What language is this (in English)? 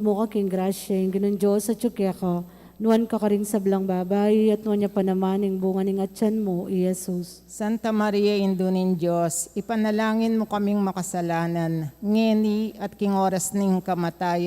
Pampanga